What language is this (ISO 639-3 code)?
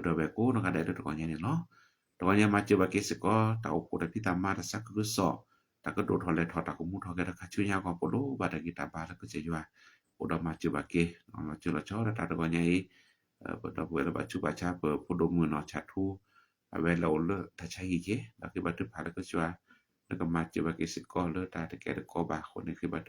ksw